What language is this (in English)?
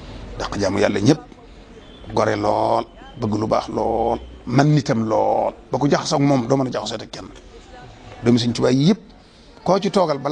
Wolof